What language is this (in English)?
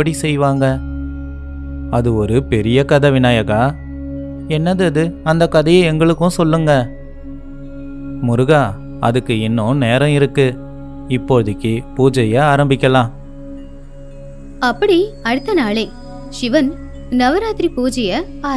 Tamil